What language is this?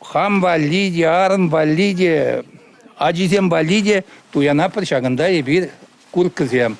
Chuvash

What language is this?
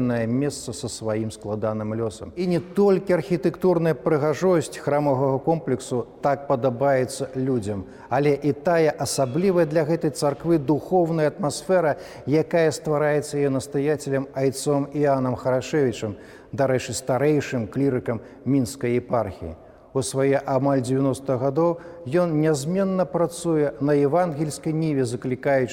Belarusian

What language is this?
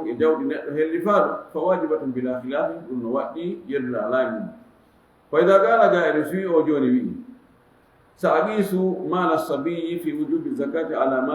Fula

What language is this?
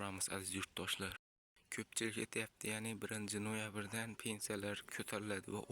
Uzbek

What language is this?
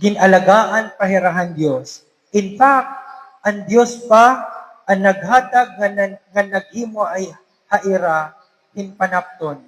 Waray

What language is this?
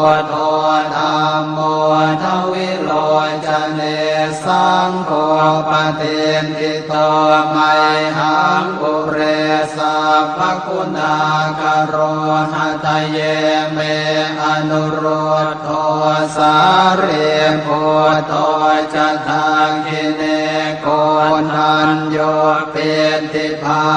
Pali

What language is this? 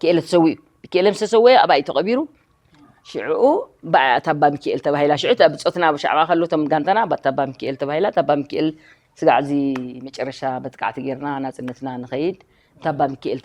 Tigrinya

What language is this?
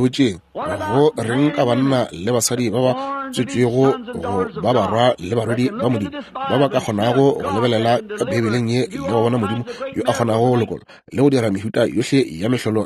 Northern Sotho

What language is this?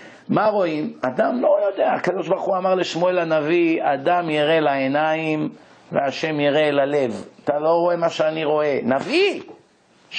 Hebrew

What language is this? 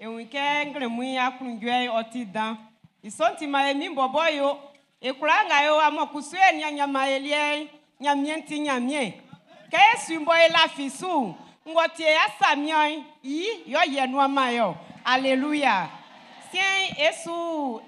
Baoulé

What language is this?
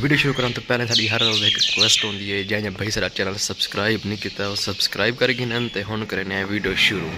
Saraiki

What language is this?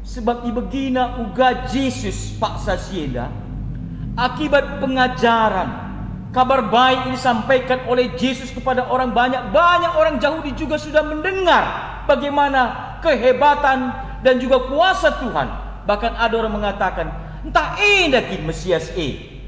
Batak Karo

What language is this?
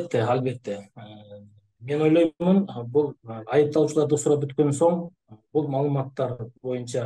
Kyrgyz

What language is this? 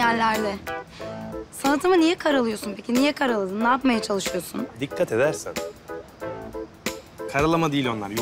Turkish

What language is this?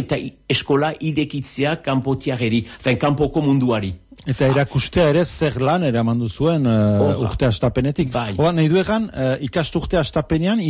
Basque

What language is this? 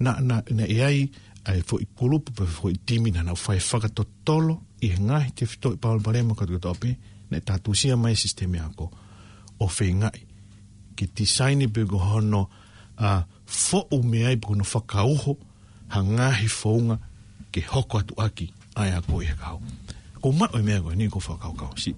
Tongan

